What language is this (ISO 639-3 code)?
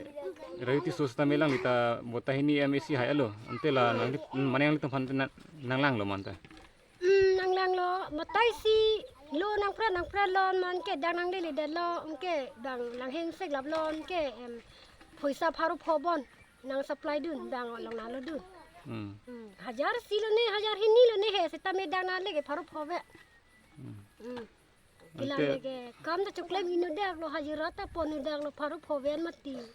mjw